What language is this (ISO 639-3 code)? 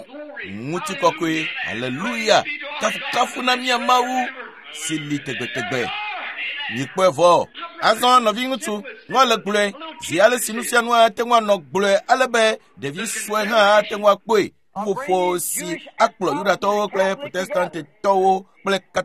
ewe